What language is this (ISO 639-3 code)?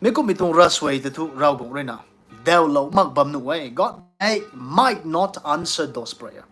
nbu